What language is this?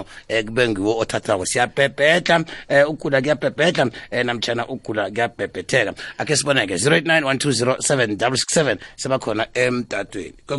South Ndebele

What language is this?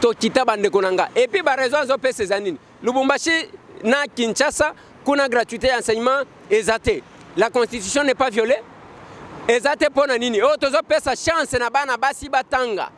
Lingala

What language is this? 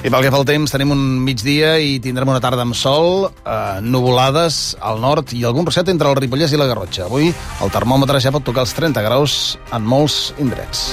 Catalan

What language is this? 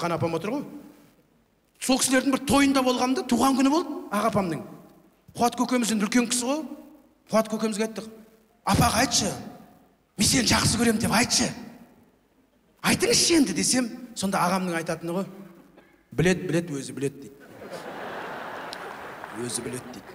Kazakh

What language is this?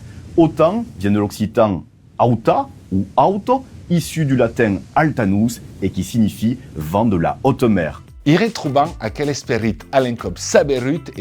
Occitan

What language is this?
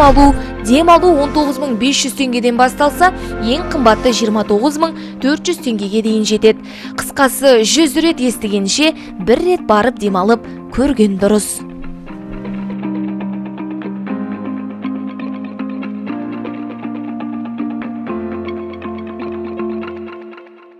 Kazakh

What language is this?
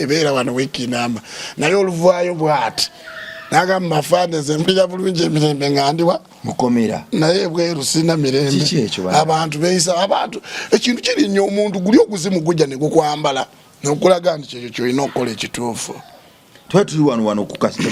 Ganda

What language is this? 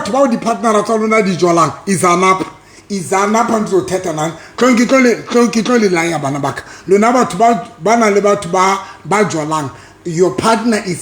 Southern Sotho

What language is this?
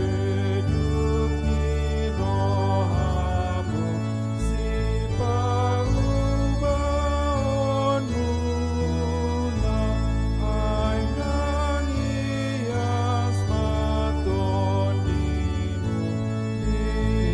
Batak Toba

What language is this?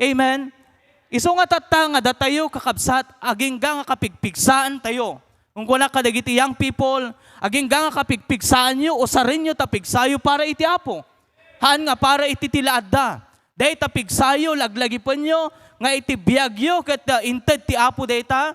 Iloko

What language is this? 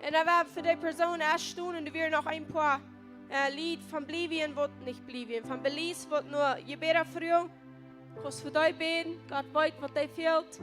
Plautdietsch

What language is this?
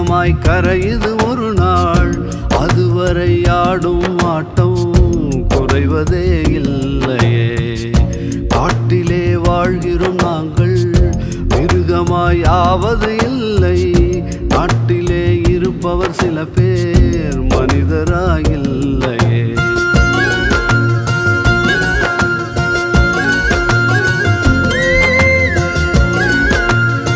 Tamil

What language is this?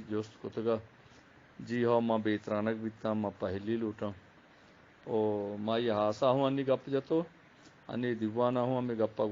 Eastern Balochi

